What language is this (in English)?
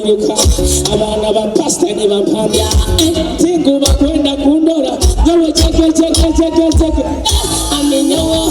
Nyoro